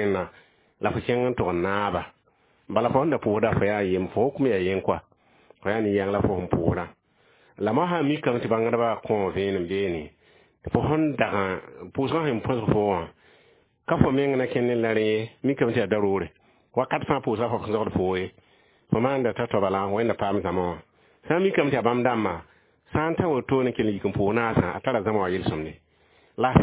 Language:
Mossi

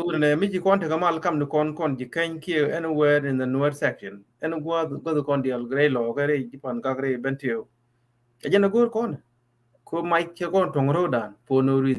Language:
Nuer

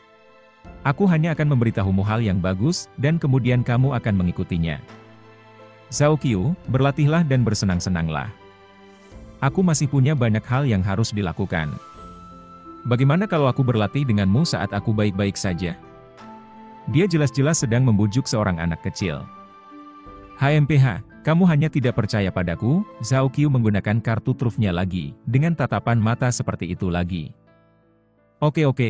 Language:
Indonesian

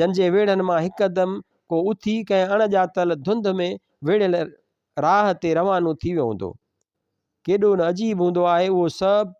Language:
Sindhi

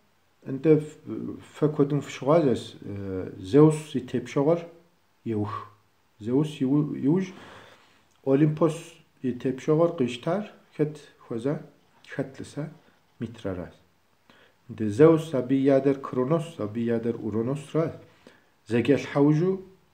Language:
Kabardian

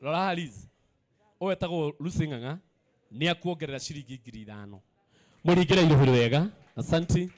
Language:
Kikuyu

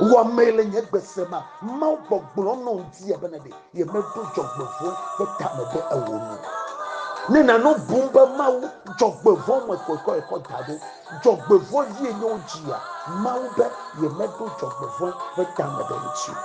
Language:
Ewe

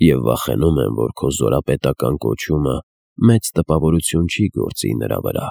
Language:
Armenian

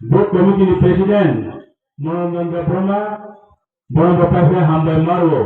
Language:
Kok Borok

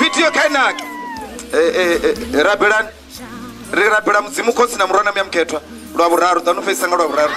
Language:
Venda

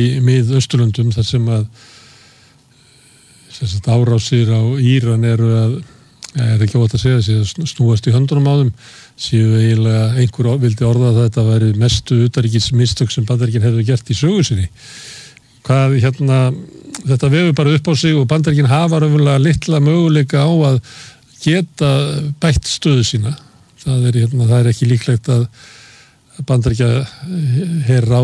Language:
Icelandic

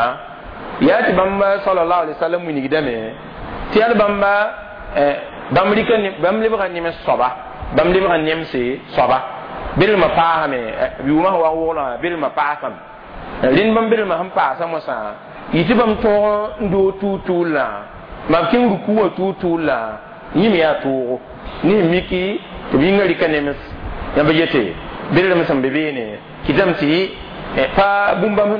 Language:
Mossi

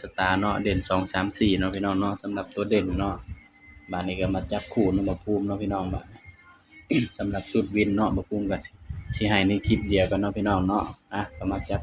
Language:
Northeastern Thai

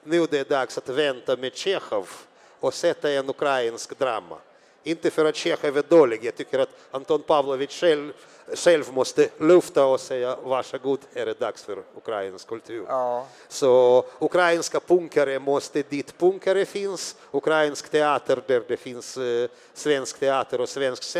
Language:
Swedish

